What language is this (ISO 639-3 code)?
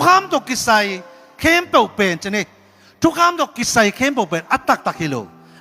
ctd